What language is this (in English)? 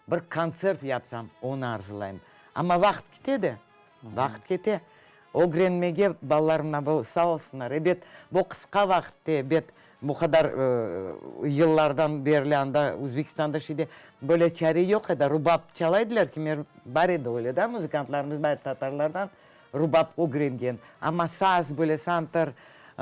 Crimean Tatar